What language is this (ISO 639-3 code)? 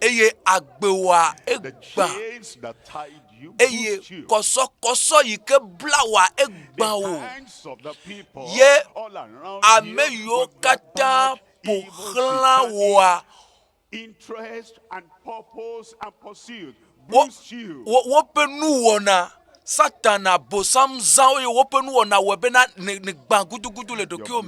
ewe